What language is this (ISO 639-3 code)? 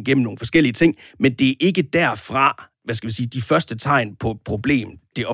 dan